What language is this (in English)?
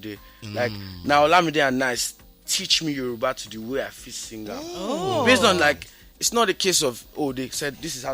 Nigerian Pidgin